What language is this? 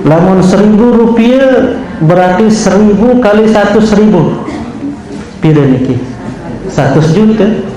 Sasak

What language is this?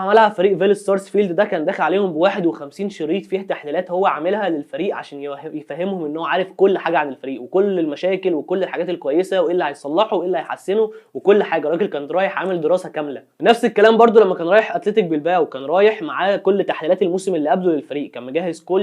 Egyptian Arabic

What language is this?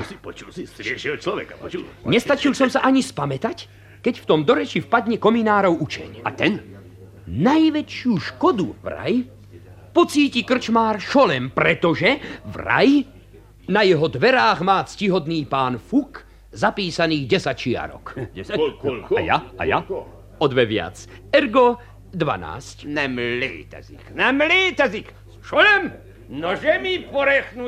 Slovak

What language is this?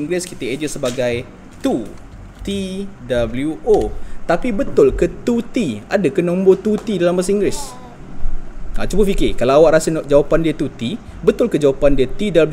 Malay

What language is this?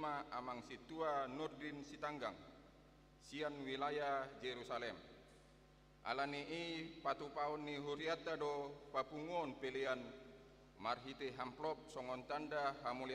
Batak Toba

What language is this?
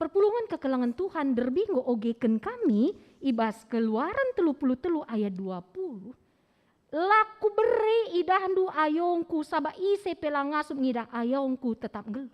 Batak Karo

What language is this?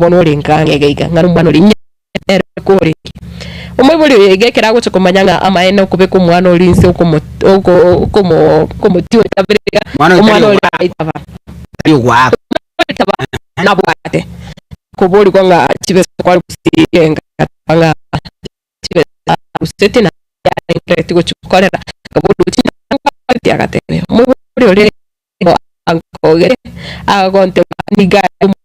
Gusii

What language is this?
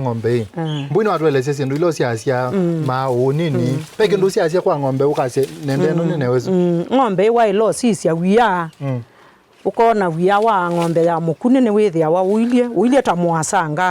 Kamba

